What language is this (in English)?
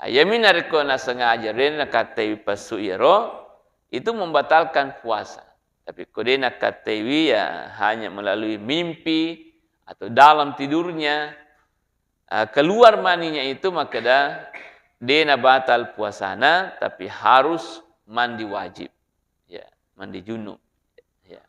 Buginese